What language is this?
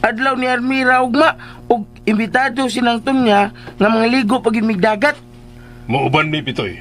Cebuano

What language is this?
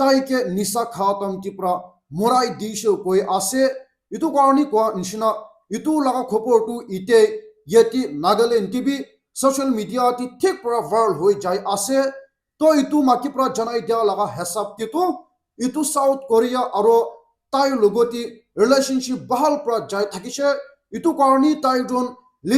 Naga Pidgin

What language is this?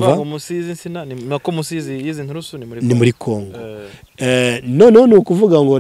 Kinyarwanda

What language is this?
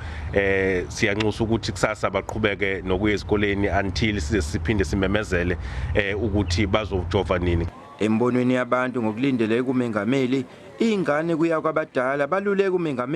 Zulu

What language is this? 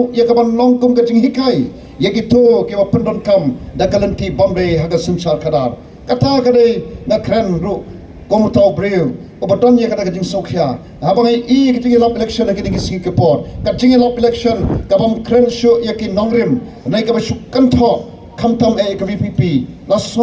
Khasi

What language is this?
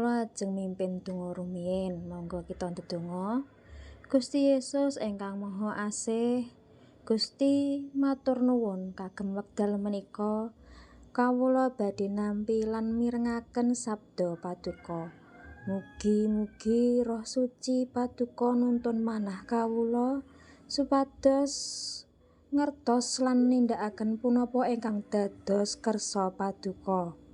Javanese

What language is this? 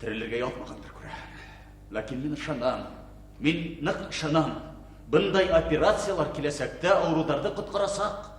Bashkir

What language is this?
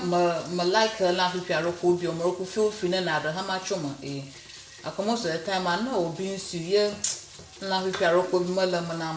Ewe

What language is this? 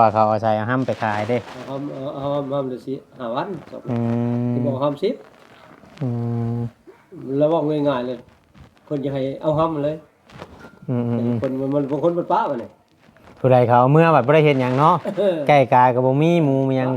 Northeastern Thai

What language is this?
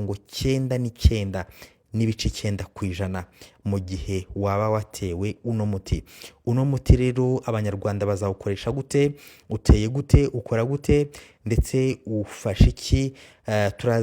Kinyarwanda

